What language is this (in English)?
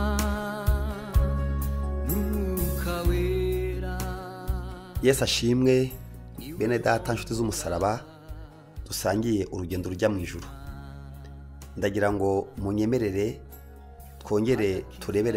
Kinyarwanda